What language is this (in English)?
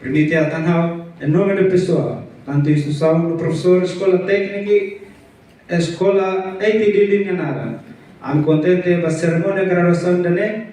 Tetum